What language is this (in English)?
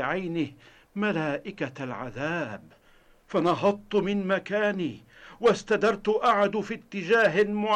Arabic